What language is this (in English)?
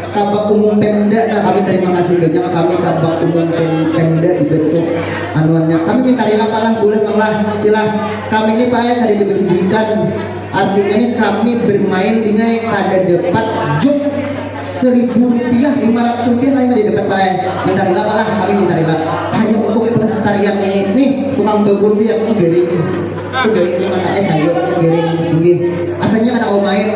Banjar